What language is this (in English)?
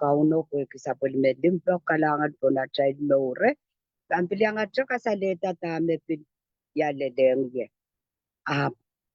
Pohnpeian